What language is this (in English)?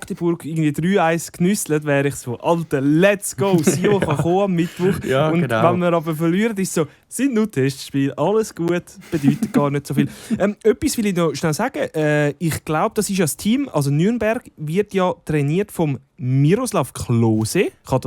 Swiss German